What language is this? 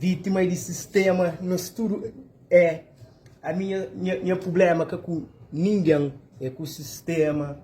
Kabuverdianu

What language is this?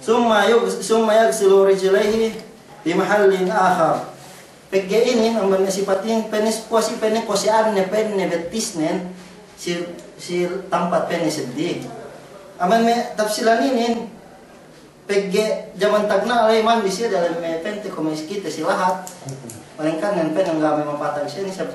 Yakan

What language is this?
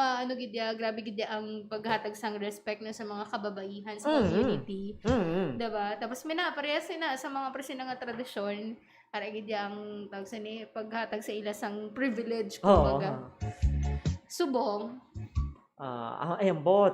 Hiligaynon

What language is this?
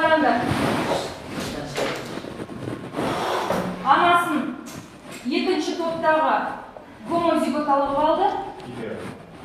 Kazakh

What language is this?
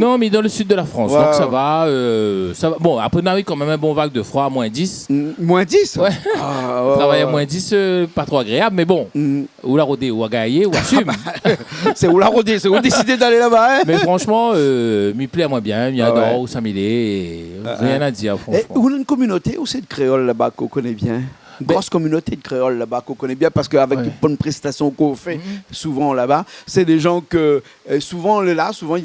Réunion Creole French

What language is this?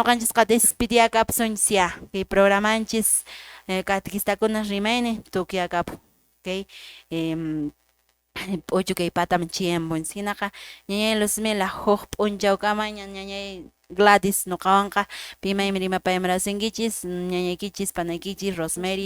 Quechua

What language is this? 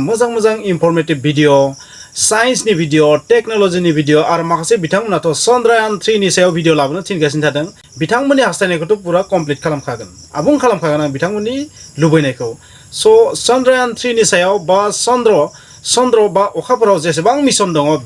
Bodo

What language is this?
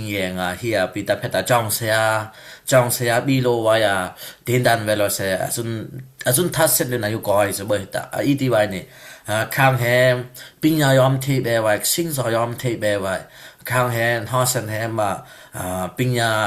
Dimasa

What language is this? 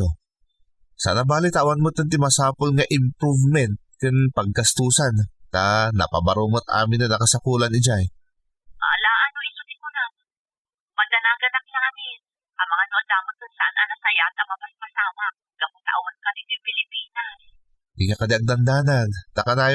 Iloko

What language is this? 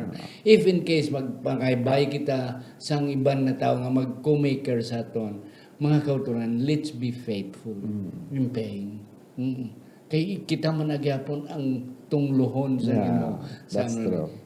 Hiligaynon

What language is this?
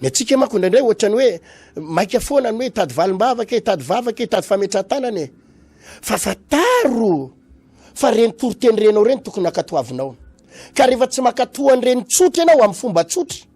Malagasy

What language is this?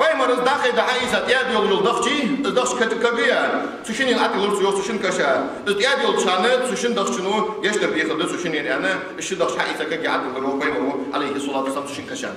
Ingush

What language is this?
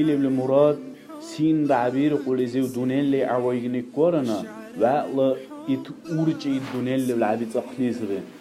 Dargwa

